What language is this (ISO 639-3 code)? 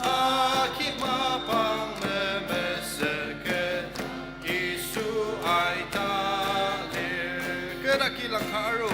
njo